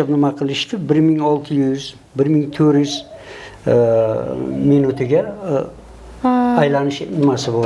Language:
Uzbek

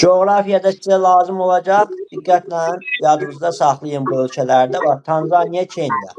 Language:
Azerbaijani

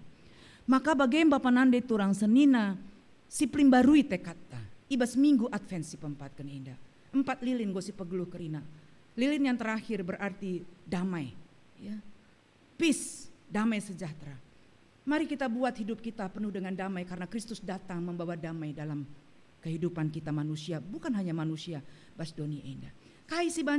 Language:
Batak Karo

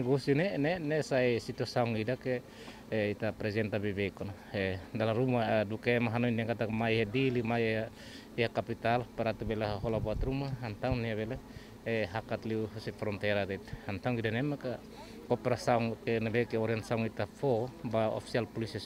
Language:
Tetum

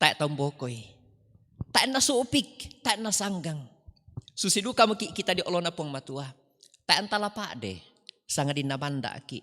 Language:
Toraja-Sa'dan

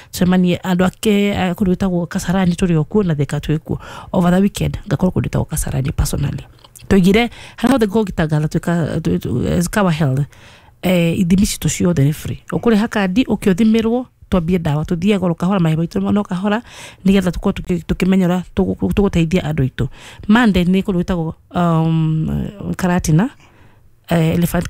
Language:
Kikuyu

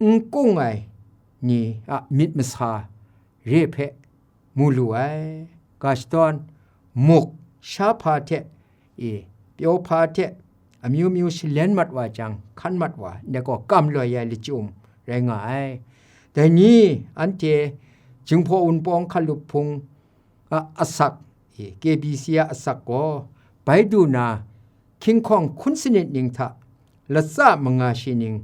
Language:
Kachin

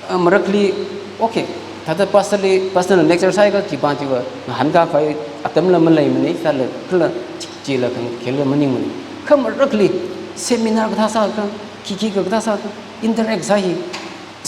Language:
Tangkhul Naga (India)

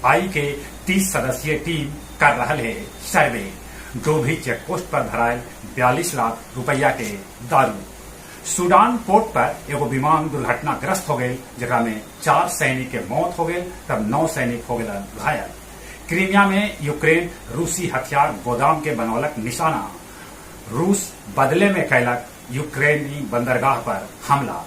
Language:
Magahi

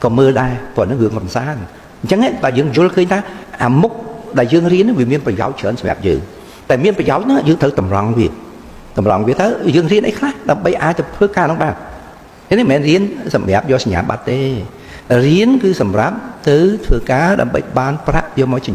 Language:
Khmer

